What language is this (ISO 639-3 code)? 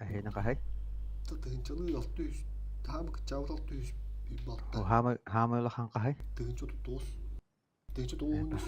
sah